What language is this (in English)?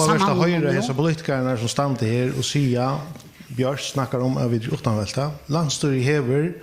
Faroese